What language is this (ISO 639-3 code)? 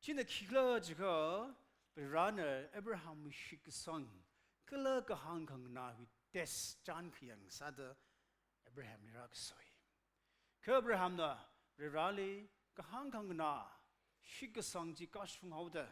nmf